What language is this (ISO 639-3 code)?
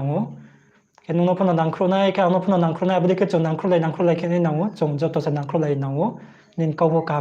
ria